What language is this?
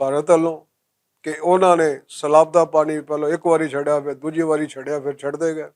Western Panjabi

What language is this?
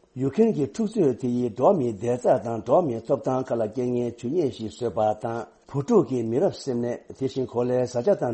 Tibetan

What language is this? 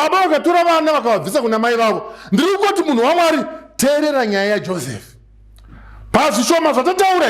Shona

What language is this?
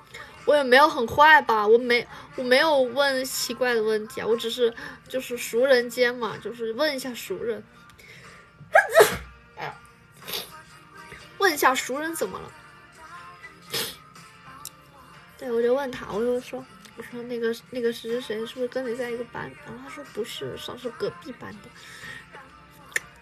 Chinese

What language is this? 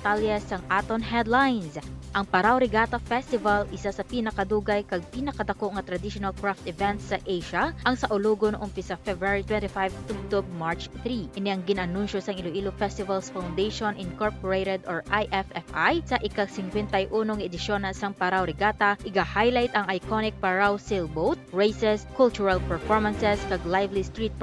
Hiligaynon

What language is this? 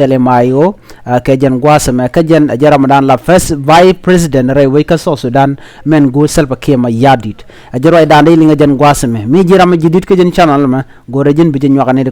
Nuer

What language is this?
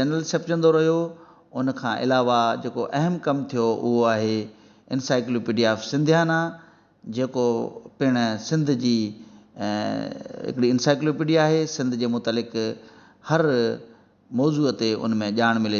Sindhi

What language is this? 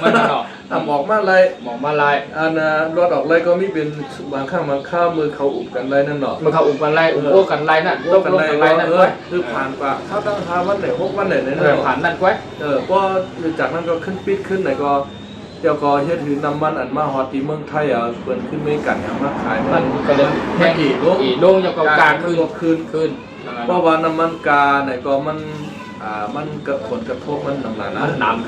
Shan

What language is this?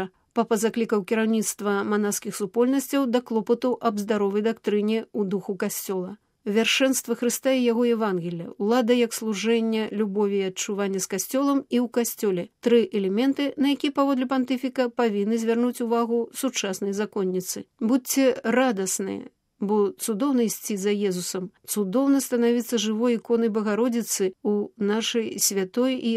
Belarusian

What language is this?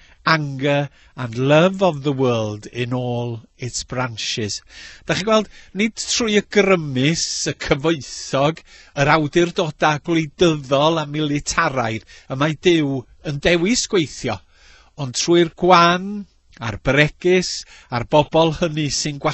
Welsh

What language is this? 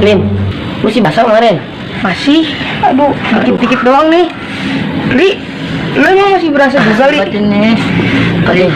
Betawi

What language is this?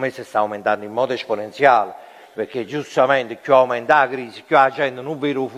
Neapolitan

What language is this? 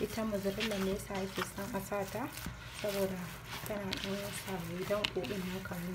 Hausa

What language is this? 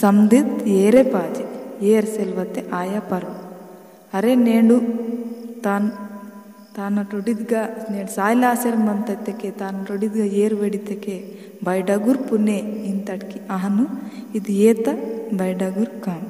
Gondi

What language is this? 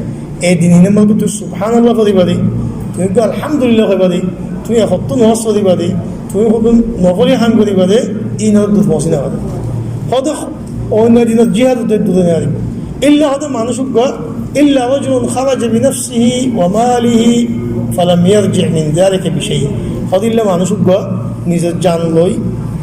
Rohingya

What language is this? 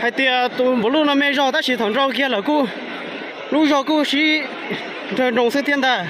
Hmong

